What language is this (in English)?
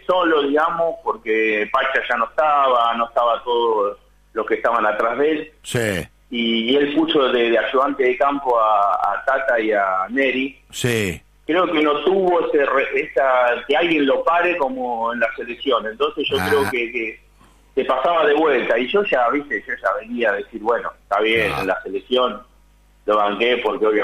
Spanish